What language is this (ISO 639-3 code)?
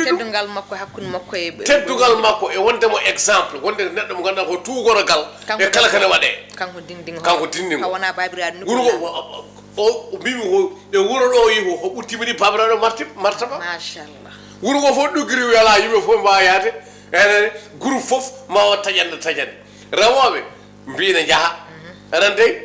ful